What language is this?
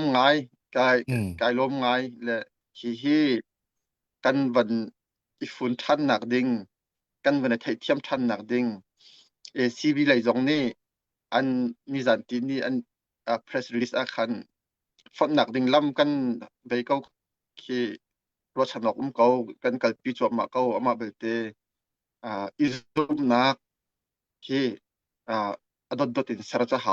Hakha Chin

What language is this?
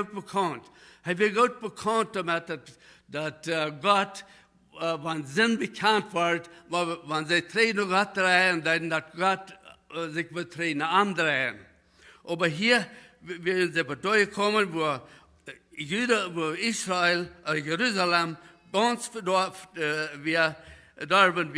Plautdietsch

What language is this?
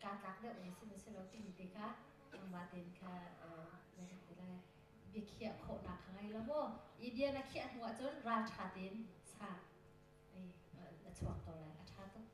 Hakha Chin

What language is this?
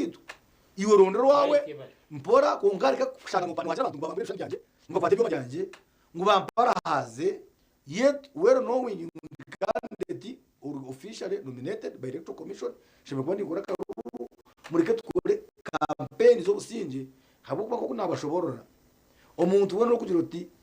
Nyankole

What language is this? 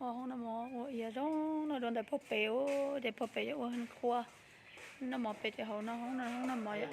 Hmong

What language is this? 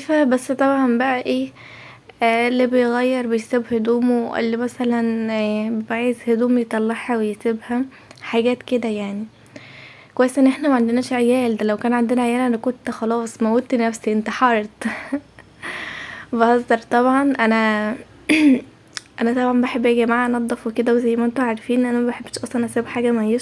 Egyptian Arabic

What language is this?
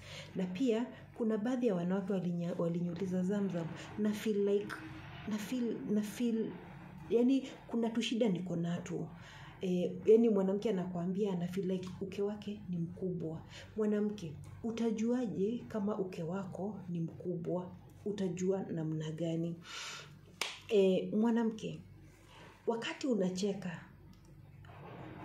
Swahili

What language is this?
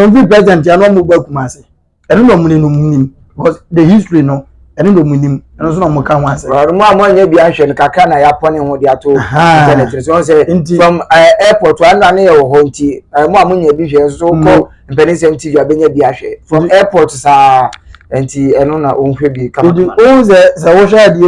Akan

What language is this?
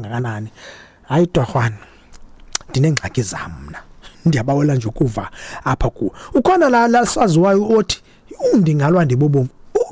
Xhosa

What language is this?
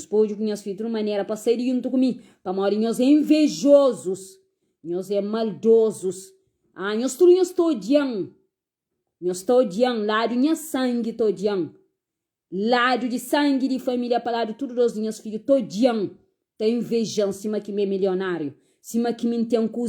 Kabuverdianu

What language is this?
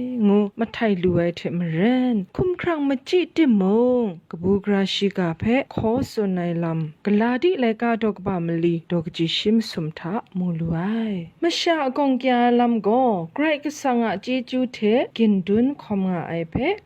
Kachin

